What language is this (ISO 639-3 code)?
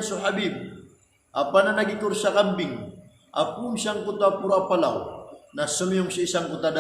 mrw